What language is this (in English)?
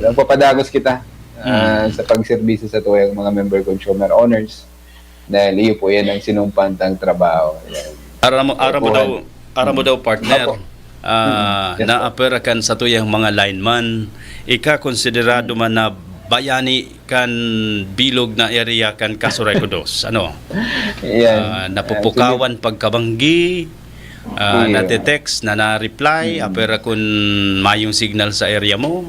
Bikol